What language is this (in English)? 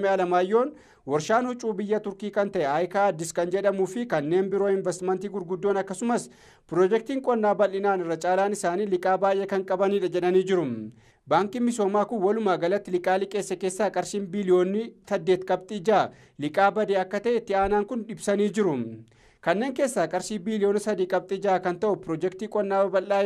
Oromo